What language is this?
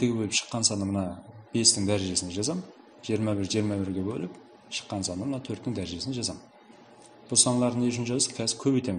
Kara-Kalpak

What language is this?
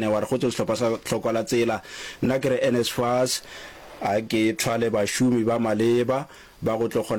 Northern Sotho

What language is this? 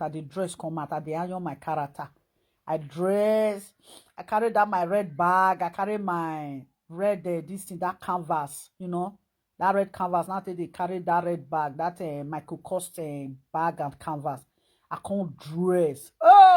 Nigerian Pidgin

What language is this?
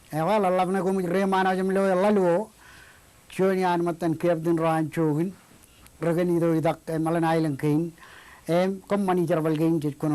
Marshallese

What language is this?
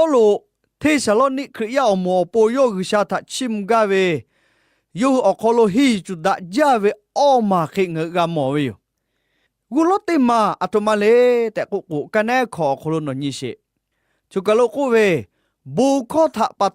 Lahu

